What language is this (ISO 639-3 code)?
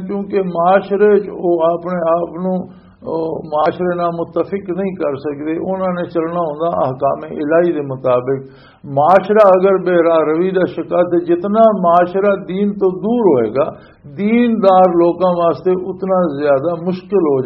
lah